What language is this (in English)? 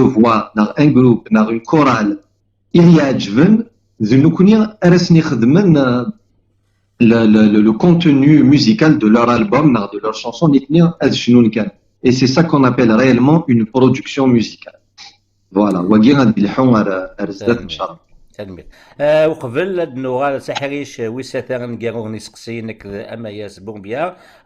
Kabyle